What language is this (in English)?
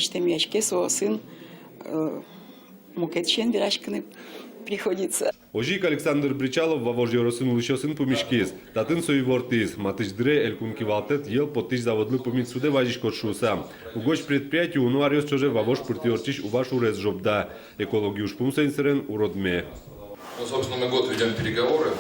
Udmurt